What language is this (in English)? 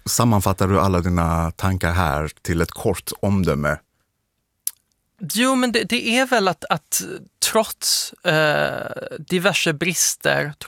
Swedish